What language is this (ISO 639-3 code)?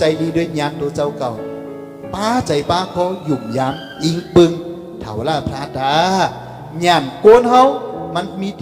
shn